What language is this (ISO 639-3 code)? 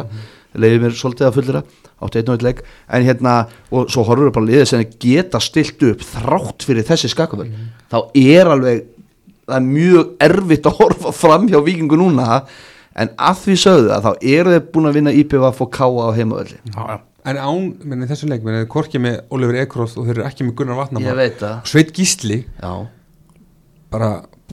isl